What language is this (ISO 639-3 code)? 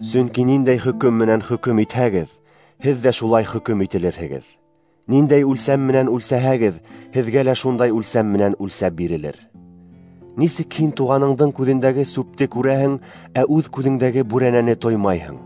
bak